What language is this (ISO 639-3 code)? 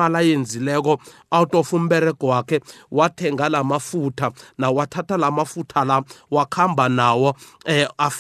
nbl